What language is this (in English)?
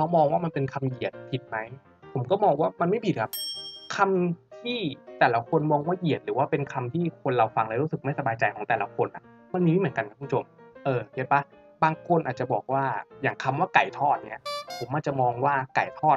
Thai